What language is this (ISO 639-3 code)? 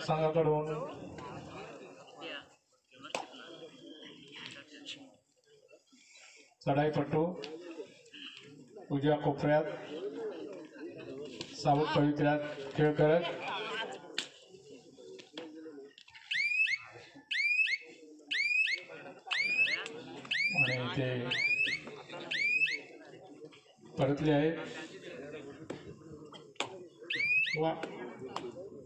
mar